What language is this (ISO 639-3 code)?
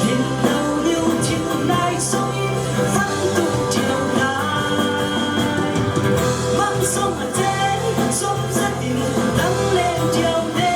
cfm